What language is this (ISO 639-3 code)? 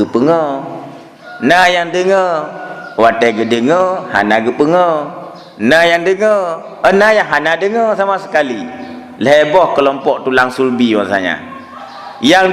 ace